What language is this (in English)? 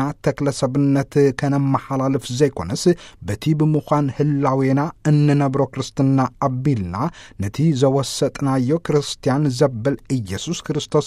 Tigrinya